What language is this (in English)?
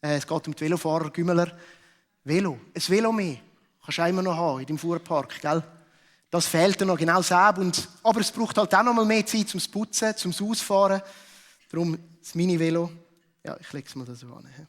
Swiss German